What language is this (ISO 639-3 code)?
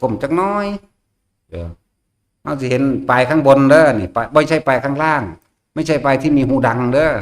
tts